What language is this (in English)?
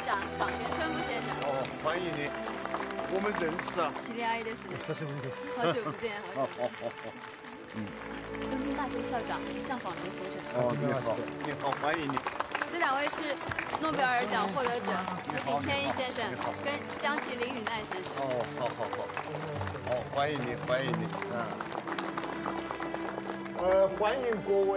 Chinese